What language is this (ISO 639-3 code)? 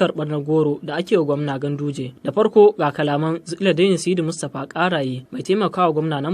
hau